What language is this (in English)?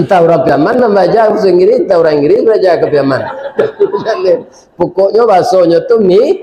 Minangkabau